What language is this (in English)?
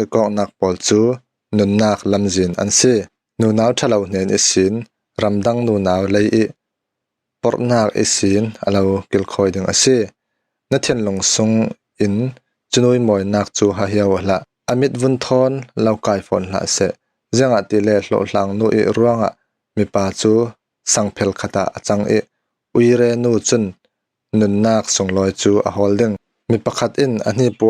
Falam Chin